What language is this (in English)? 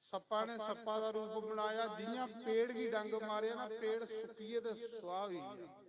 Dogri